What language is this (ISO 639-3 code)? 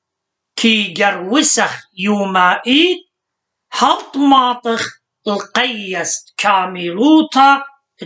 aii